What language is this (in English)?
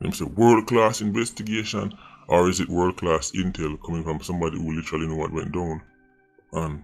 Jamaican Creole English